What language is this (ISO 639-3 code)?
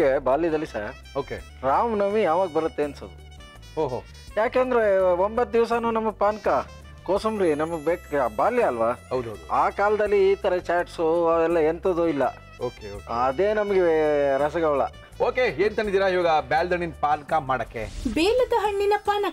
kan